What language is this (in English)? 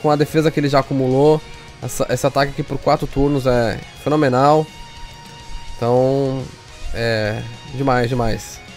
Portuguese